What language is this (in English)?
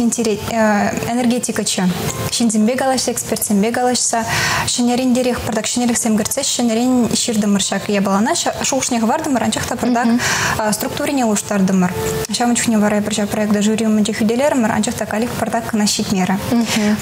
Chuvash